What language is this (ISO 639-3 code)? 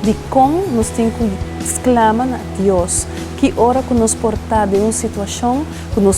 pap